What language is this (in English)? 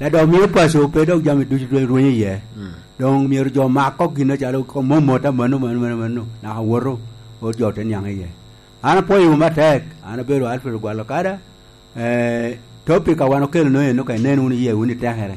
Lango (Uganda)